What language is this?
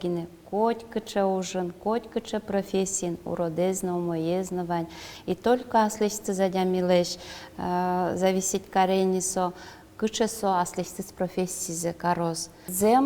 Udmurt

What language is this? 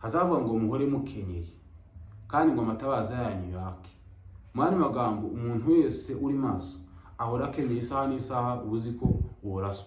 Kinyarwanda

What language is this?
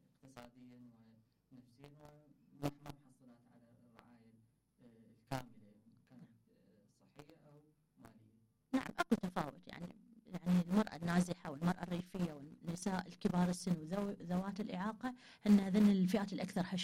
Mesopotamian Arabic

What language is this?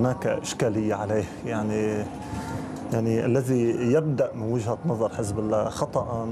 Arabic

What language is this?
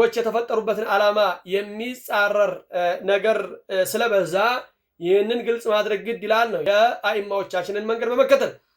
Amharic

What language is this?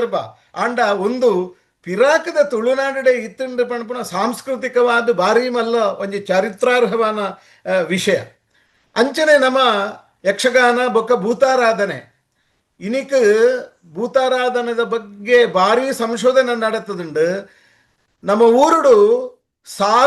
Tulu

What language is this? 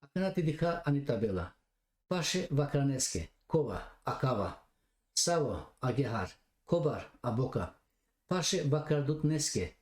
Balkan Romani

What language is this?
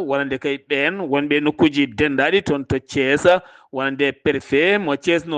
Fula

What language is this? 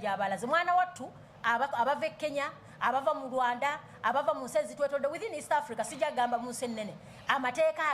Ganda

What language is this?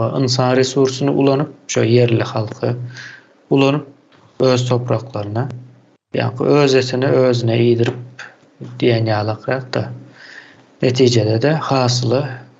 Turkmen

